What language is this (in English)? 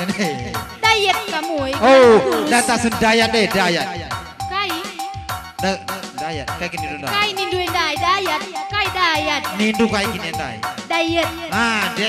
Batak Karo